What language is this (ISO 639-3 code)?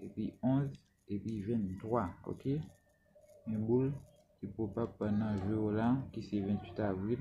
hat